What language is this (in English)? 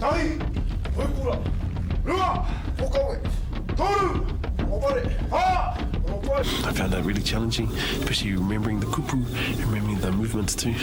Māori